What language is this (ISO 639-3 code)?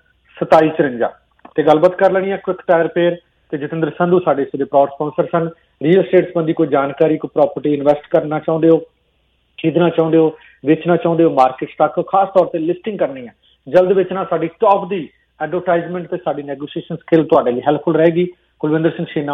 pan